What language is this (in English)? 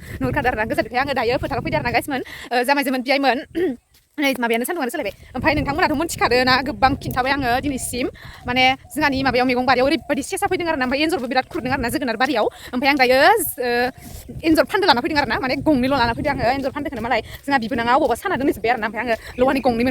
Bodo